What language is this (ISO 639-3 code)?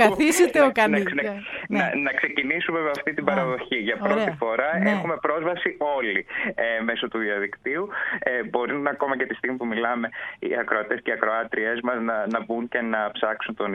ell